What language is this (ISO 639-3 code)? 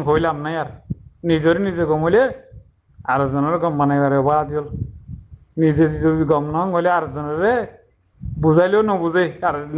rhg